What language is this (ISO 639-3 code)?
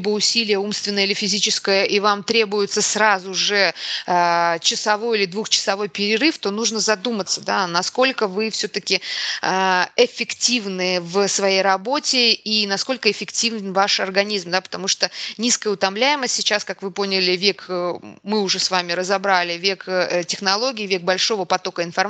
rus